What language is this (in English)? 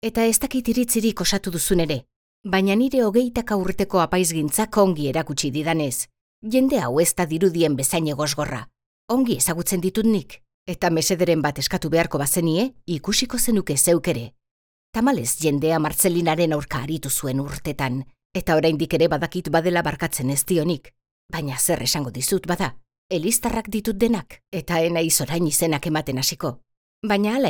Basque